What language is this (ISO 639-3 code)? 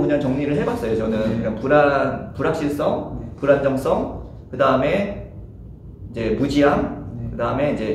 kor